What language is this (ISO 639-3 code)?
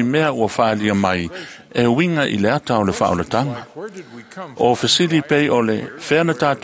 smo